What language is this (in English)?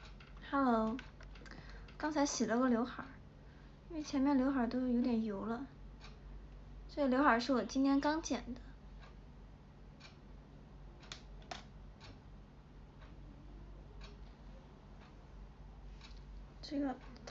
Chinese